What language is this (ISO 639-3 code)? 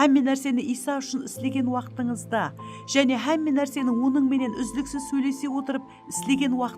kaa